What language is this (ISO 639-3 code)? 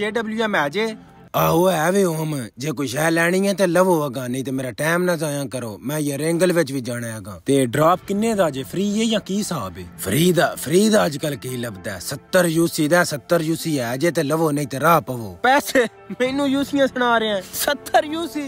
pan